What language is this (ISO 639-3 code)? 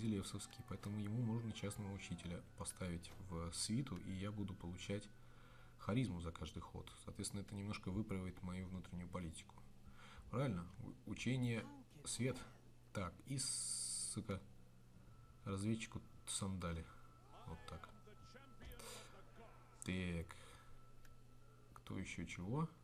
rus